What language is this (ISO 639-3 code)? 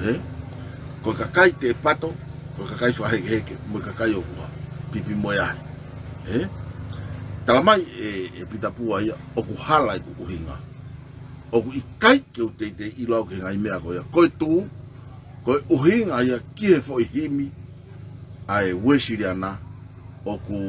ton